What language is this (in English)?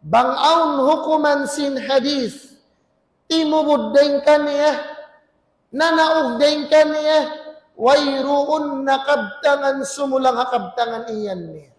Tausug